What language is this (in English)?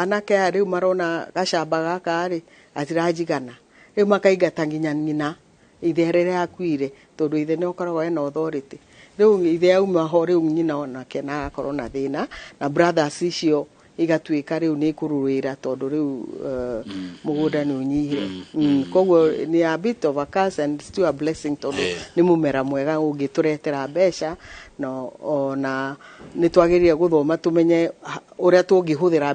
Kikuyu